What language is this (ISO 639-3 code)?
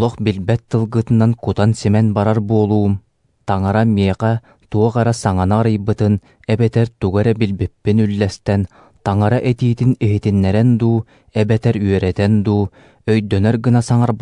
sah